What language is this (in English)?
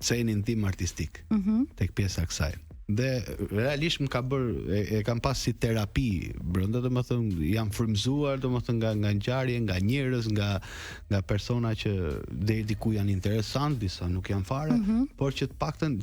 Albanian